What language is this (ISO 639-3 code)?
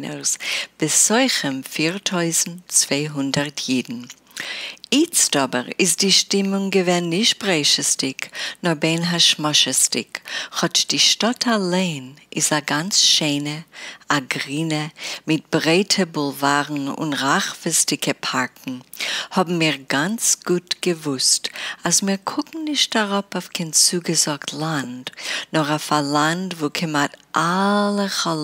yid